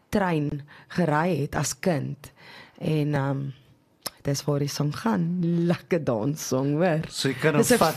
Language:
Afrikaans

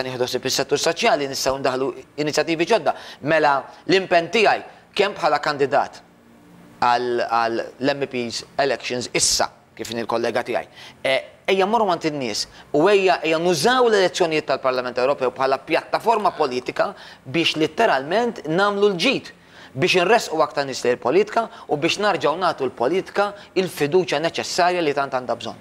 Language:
Maltese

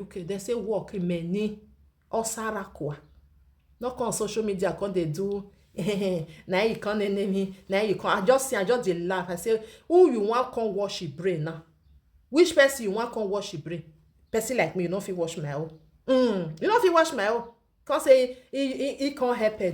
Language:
Nigerian Pidgin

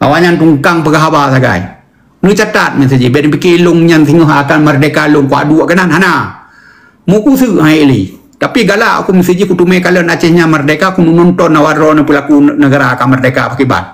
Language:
Achinese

